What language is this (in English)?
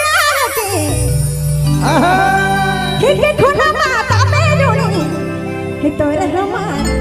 Sadri